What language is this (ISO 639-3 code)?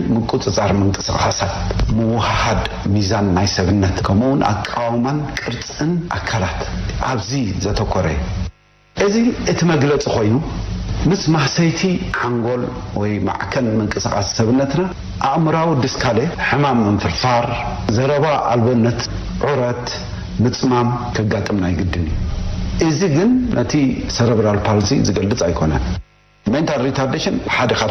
tir